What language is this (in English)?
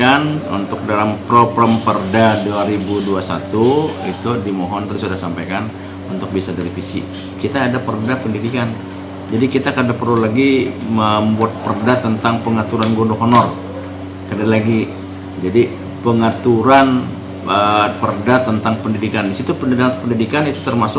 Banjar